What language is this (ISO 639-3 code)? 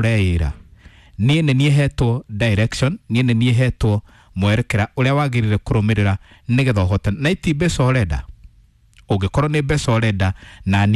kik